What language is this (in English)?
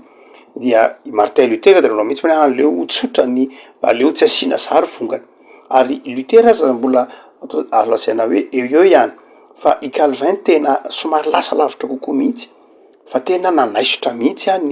Malagasy